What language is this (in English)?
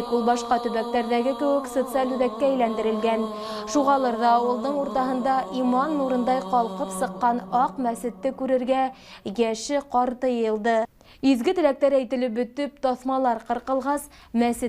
Bashkir